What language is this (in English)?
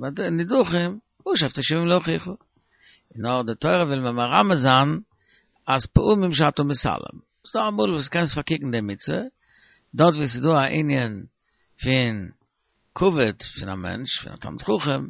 Yiddish